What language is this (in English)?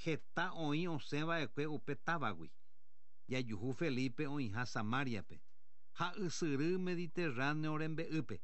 Guarani